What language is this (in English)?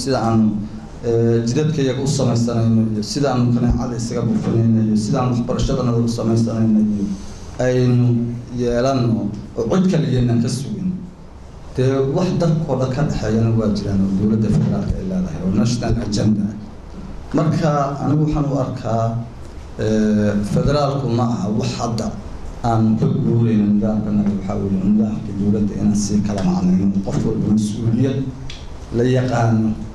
Somali